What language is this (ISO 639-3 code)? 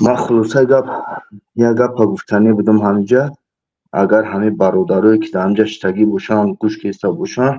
tgk